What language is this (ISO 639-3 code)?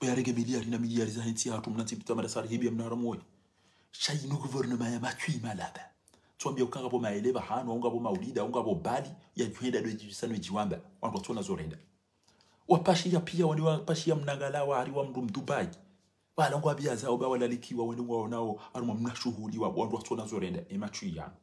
zdj